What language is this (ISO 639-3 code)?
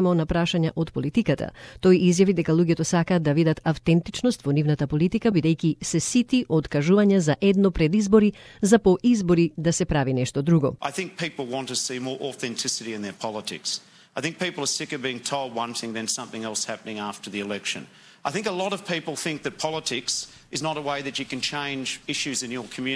mkd